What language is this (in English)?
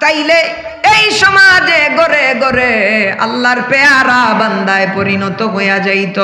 Sylheti